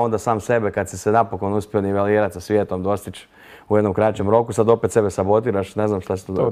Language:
Croatian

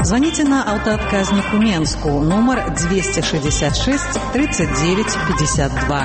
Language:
Belarusian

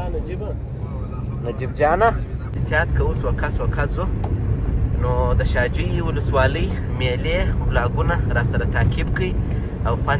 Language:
Pashto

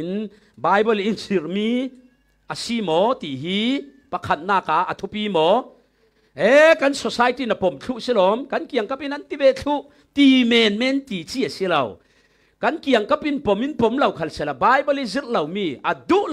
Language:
Falam Chin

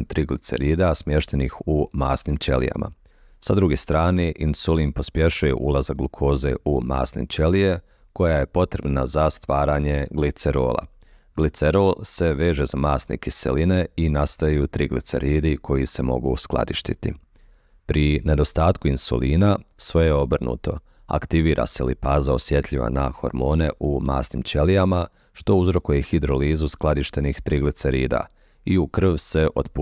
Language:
Bosnian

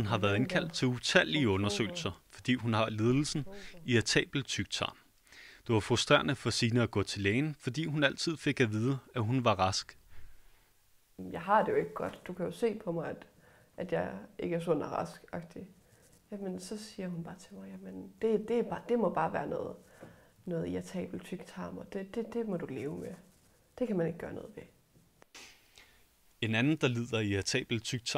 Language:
Danish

